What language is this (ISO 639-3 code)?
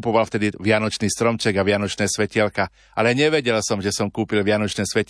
slk